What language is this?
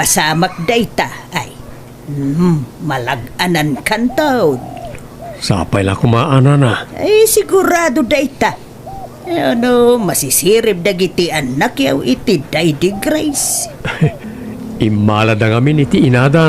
Iloko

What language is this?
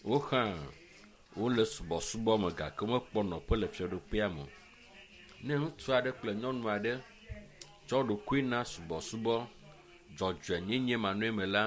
Ewe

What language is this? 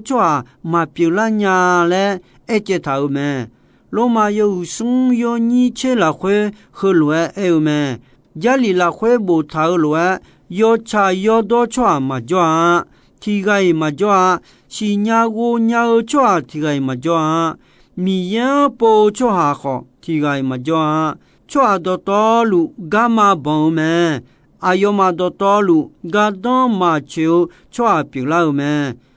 Akha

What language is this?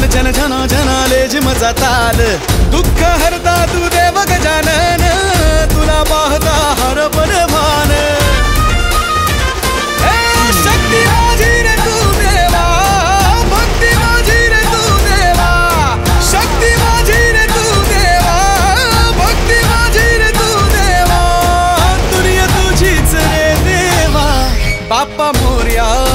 Marathi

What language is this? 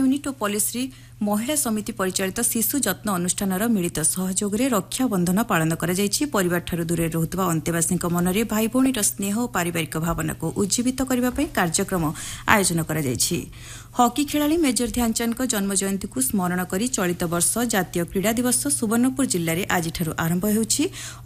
Odia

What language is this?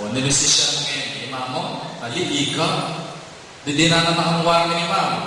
Pampanga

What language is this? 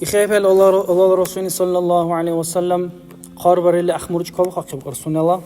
Dargwa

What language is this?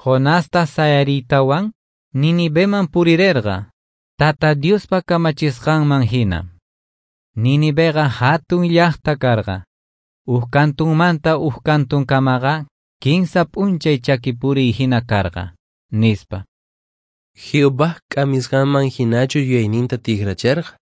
Quechua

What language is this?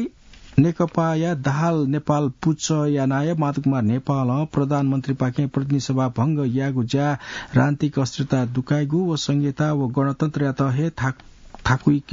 Newari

